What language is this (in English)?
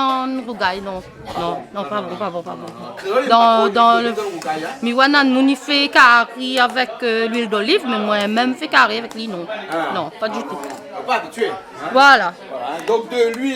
Réunion Creole French